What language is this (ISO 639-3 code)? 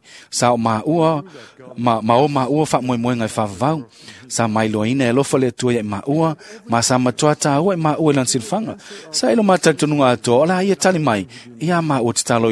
smo